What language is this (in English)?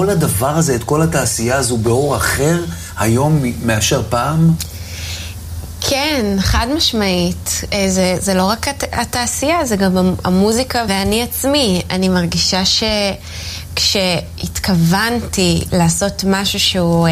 Hebrew